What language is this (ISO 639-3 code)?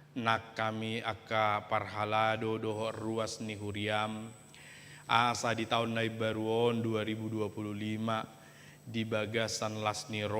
bbc